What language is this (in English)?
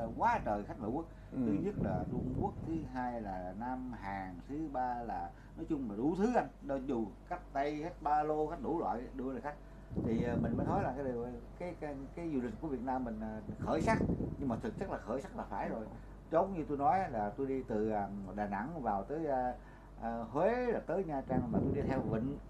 Vietnamese